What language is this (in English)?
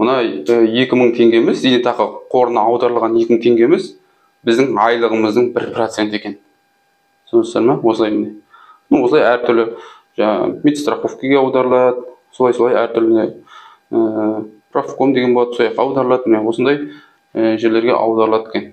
Kazakh